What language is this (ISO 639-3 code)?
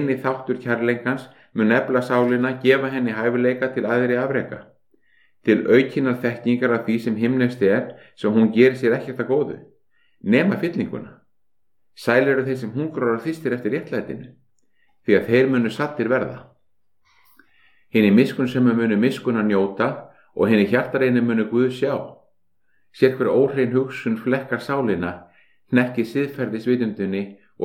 isl